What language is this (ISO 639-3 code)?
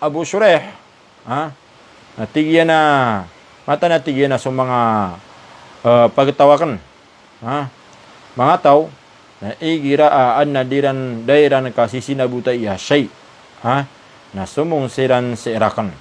mrw